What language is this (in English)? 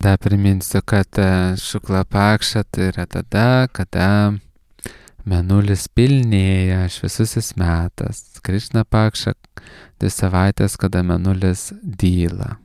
Lithuanian